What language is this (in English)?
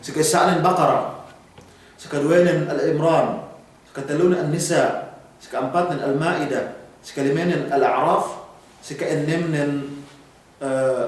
Yakan